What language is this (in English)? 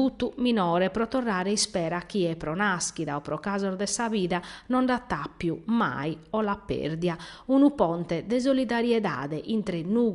Sardinian